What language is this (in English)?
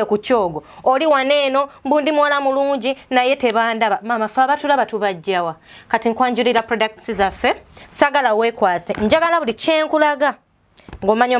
Ganda